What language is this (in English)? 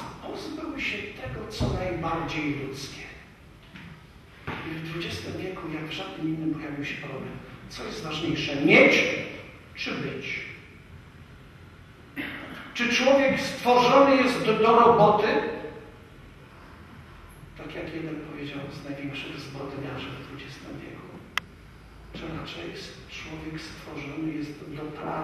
Polish